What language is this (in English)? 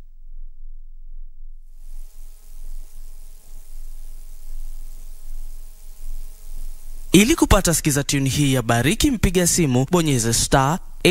Swahili